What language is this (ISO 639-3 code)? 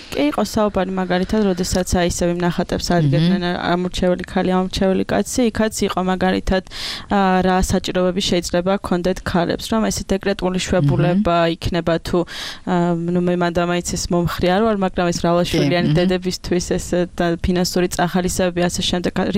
kat